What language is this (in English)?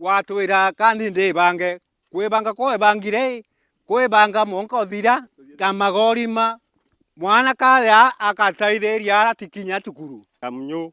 Meru